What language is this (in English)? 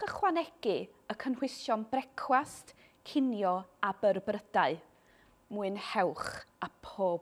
Welsh